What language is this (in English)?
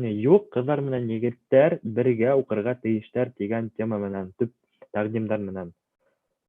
Bashkir